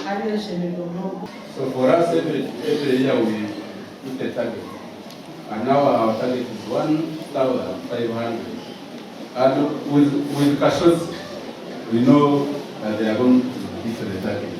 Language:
Nyankole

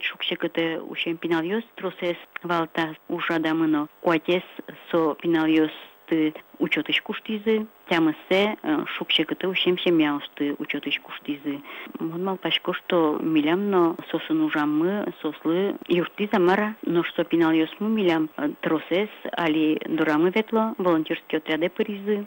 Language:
Udmurt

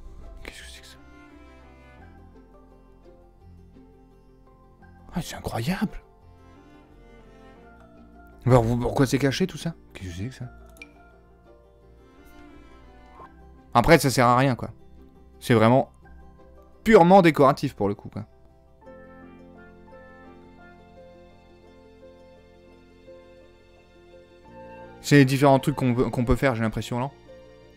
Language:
French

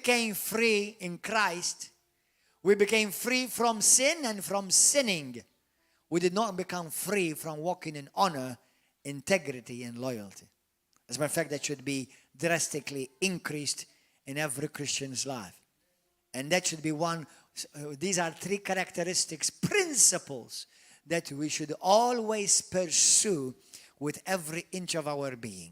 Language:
English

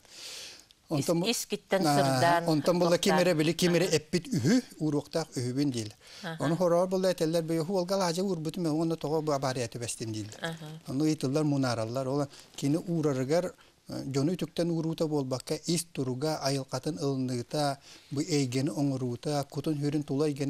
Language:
Yakut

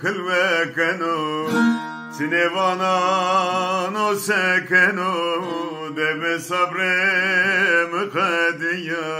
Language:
Zaza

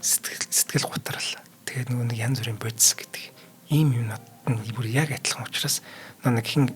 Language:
Mongolian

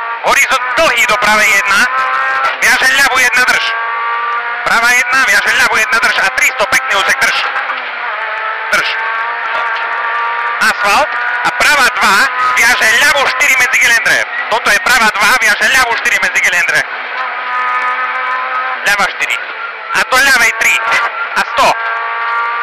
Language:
Slovak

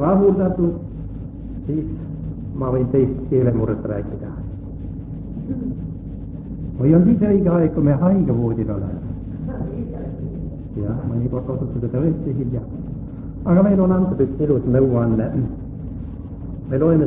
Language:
Estonian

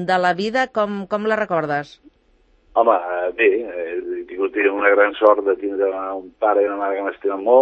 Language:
Catalan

